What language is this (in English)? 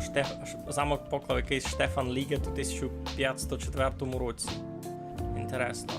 Rusyn